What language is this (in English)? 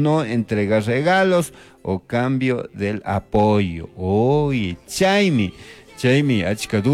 Chimborazo Highland Quichua